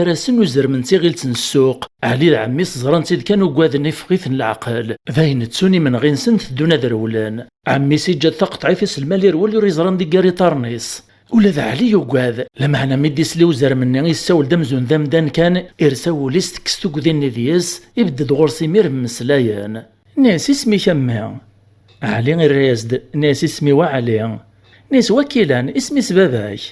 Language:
Kabyle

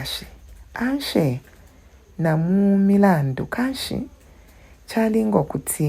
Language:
Bemba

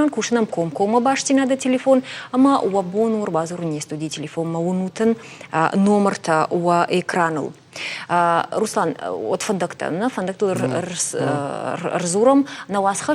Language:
Ossetic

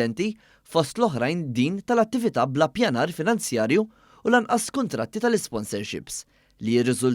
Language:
Maltese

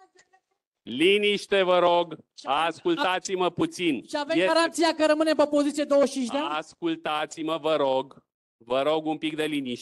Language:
Romanian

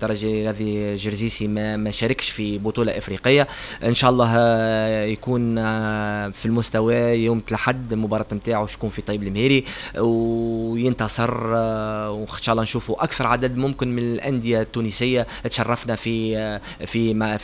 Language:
Tunisian Arabic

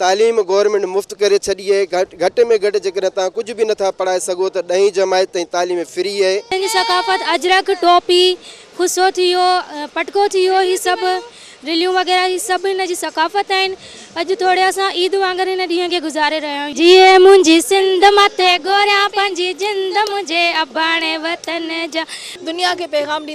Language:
Sindhi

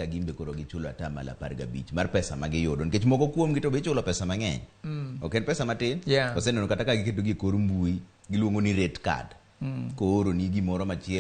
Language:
Luo (Kenya and Tanzania)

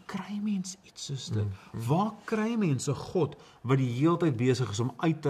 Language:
Afrikaans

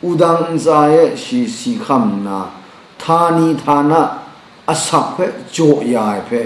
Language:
Kachin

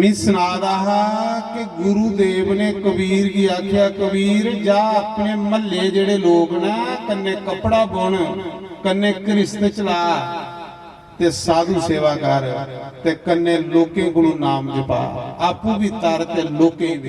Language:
Dogri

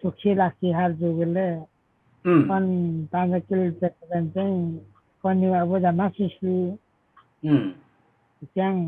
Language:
Limbu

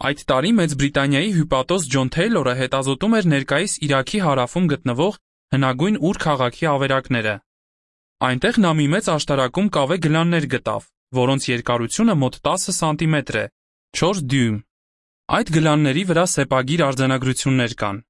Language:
Armenian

